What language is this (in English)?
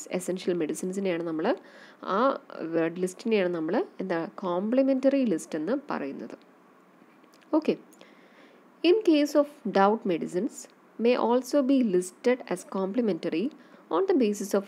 Malayalam